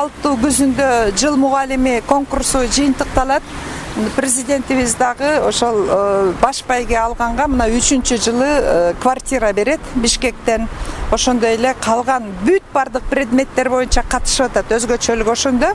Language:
Kyrgyz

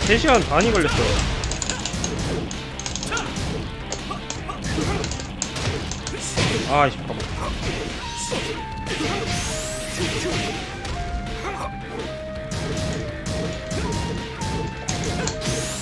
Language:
Korean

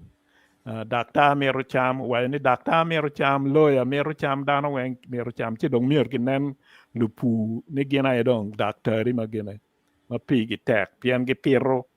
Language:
Acoli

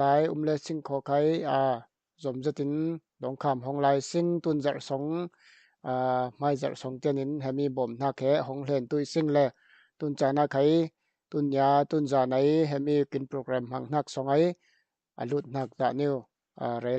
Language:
Falam Chin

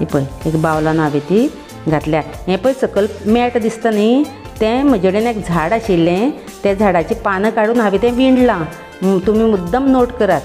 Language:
Konkani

